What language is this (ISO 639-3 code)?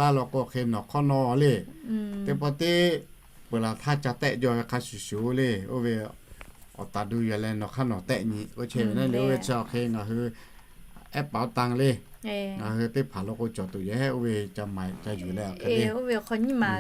lhu